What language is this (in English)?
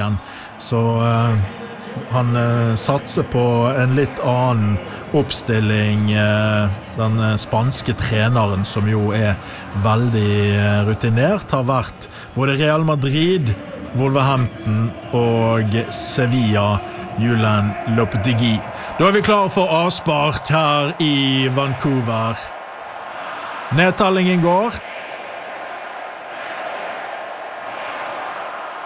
Norwegian